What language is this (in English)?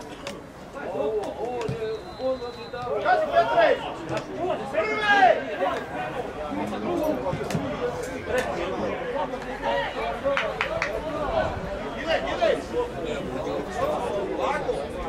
Croatian